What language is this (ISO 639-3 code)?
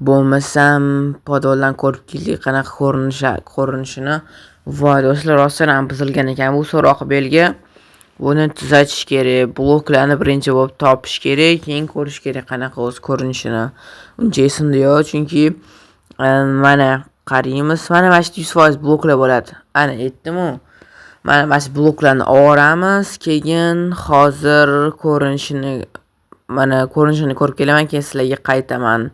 uzb